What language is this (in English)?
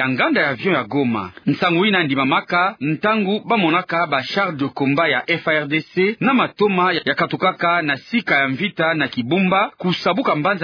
Kituba (Democratic Republic of Congo)